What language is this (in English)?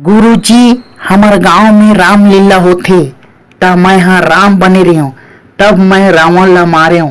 Chhattisgarhi